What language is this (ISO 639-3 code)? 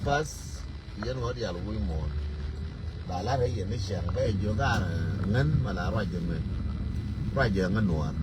nus